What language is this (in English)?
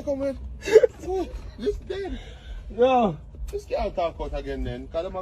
Jamaican Creole English